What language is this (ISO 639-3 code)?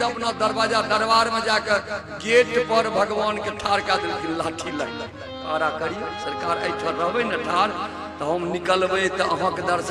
mai